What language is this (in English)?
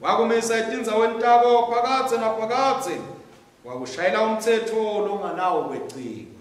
Swati